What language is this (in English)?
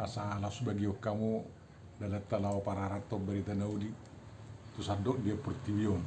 Batak Toba